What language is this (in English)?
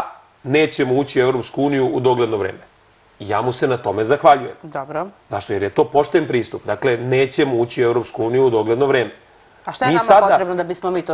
Serbian